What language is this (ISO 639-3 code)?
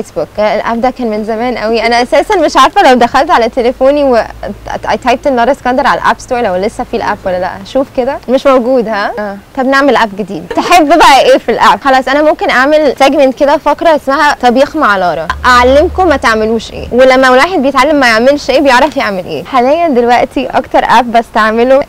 arz